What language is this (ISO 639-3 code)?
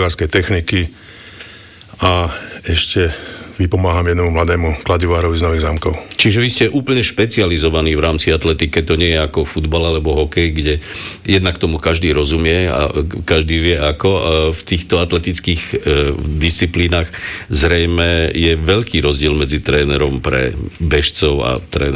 slk